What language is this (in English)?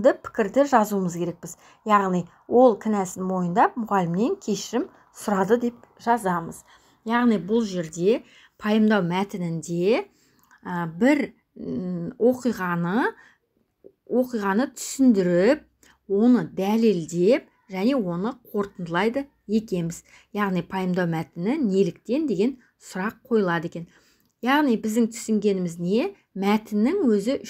Kazakh